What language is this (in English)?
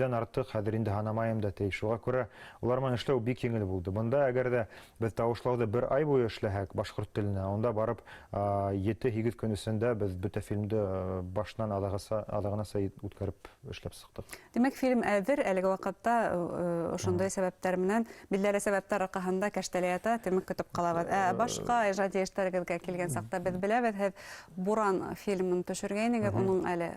Bashkir